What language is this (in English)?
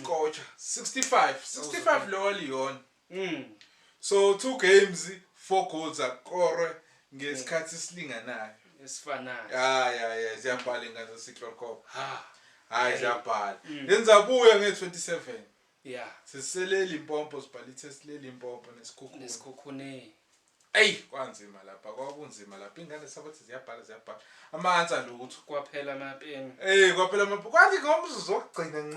Zulu